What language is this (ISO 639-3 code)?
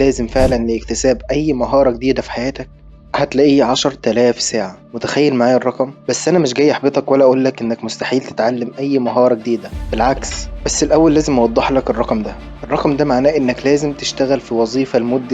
arz